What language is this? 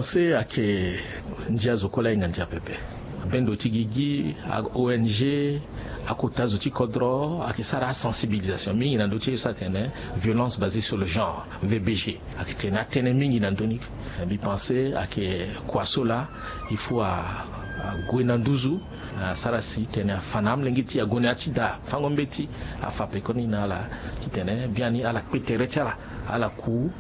Sango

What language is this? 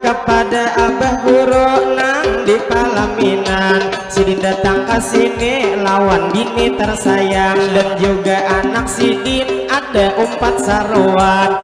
Banjar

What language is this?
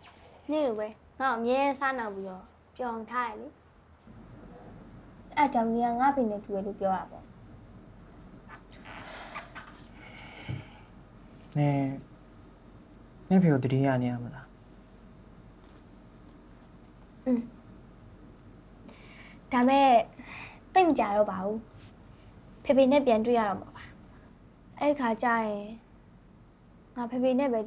Burmese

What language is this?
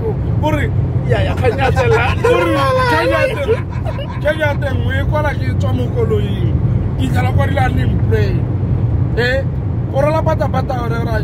Tswana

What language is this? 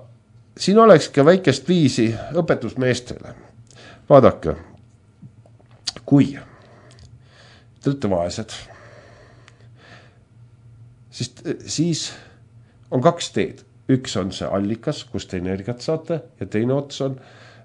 Estonian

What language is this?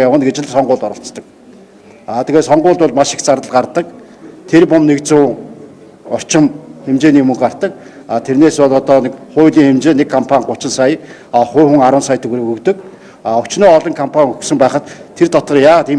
Mongolian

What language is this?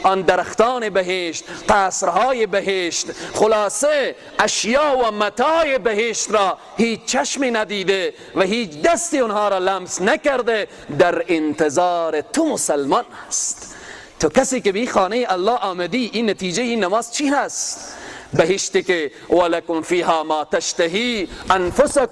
Persian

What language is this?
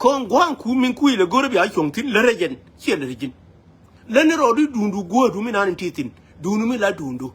Nuer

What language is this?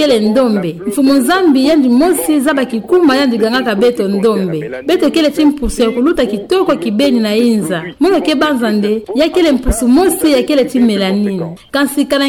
Kituba (Democratic Republic of Congo)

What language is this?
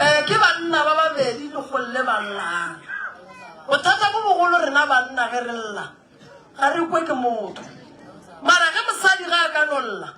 Northern Sotho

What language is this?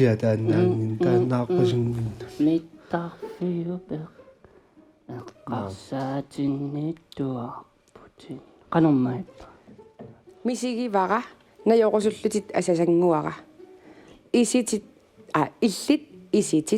Kalaallisut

